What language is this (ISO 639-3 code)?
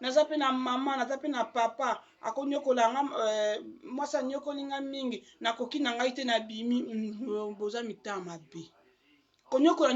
lin